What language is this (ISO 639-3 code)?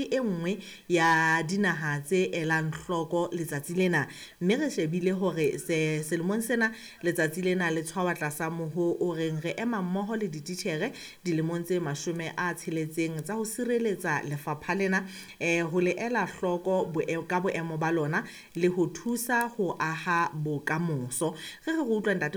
sot